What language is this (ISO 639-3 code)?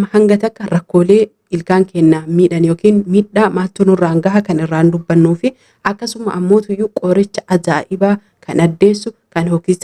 orm